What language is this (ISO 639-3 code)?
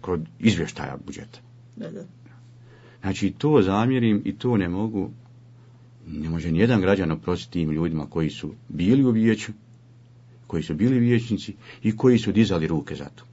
bos